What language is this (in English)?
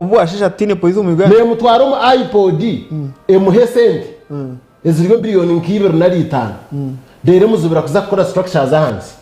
Nyankole